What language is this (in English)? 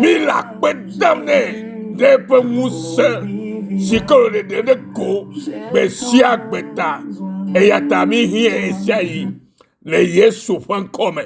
Ewe